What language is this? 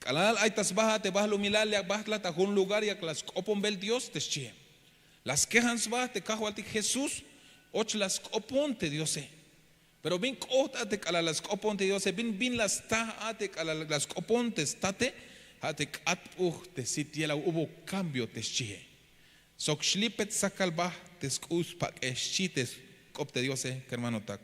Tzeltal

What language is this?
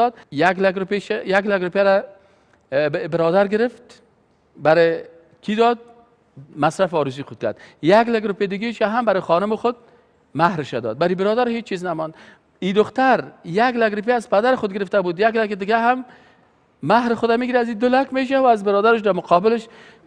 Persian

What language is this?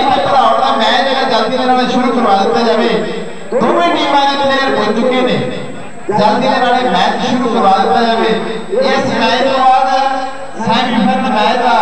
Punjabi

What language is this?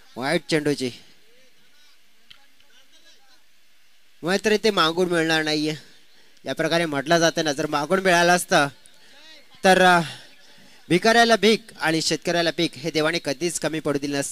Marathi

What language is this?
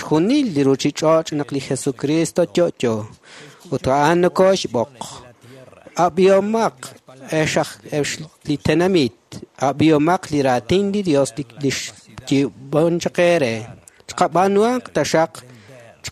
Kekchí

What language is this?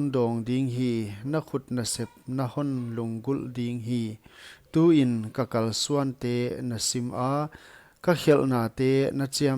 Paite Chin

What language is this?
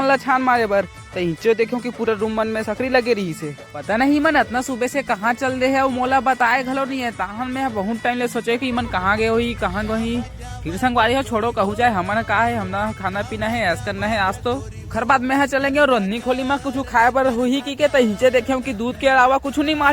Chhattisgarhi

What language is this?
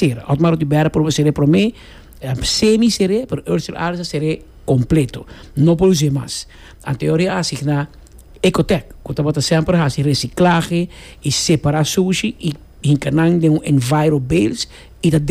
Papiamento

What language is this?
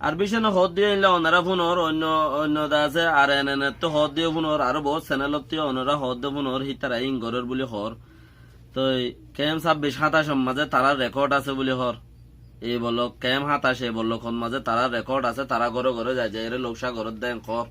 Rohingya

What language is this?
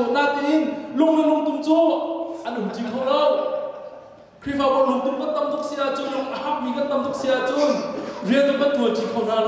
Vietnamese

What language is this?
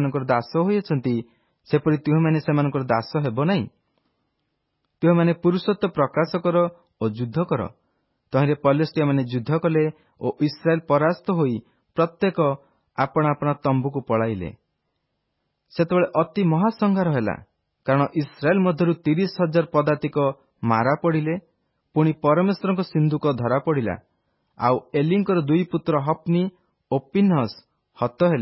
Odia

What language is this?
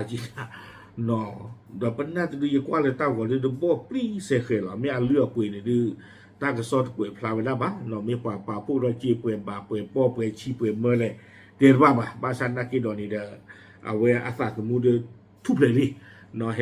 S'gaw Karen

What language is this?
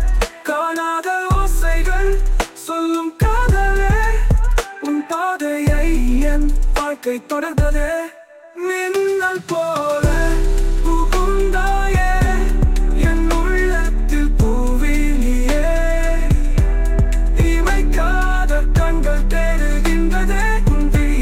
Tamil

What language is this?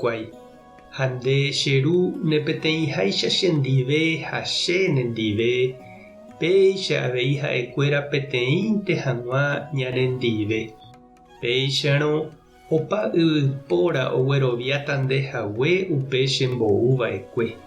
Guarani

